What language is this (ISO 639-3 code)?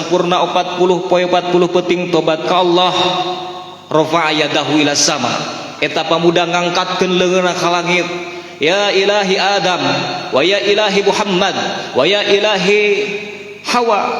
sun